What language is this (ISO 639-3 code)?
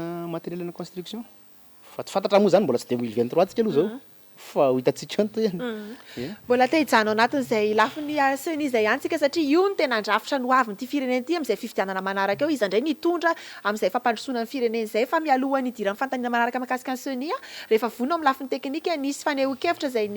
mlg